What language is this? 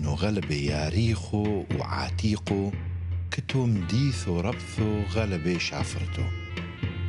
Turoyo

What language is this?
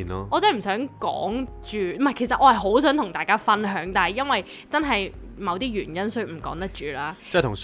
Cantonese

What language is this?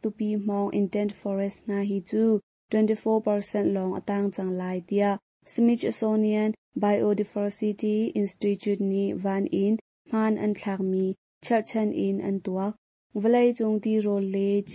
Hakha Chin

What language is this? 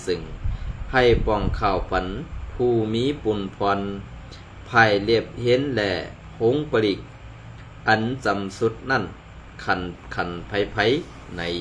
Shan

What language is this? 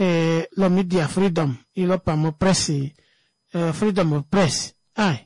Kuanyama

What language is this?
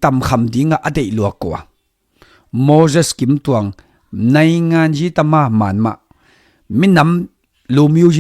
Tedim Chin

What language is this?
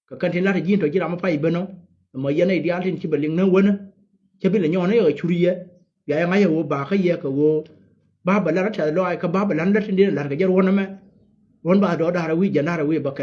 Nuer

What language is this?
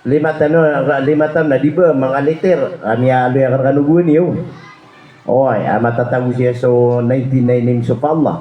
Maranao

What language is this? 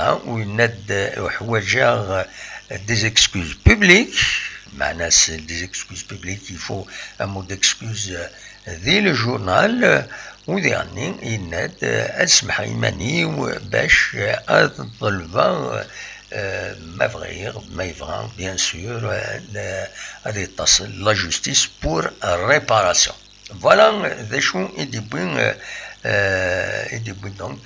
Kabyle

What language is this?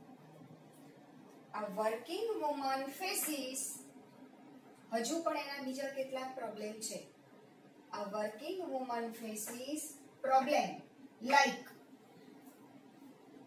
Gujarati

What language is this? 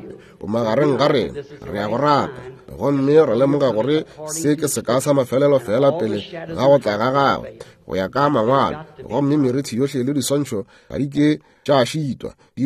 Northern Sotho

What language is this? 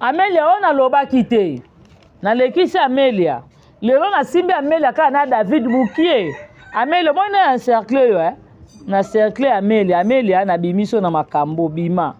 Lingala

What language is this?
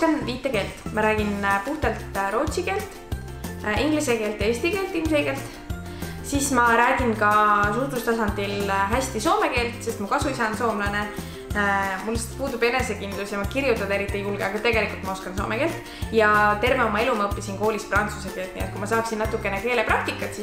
Estonian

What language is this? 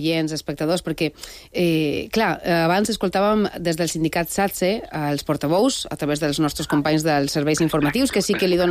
Catalan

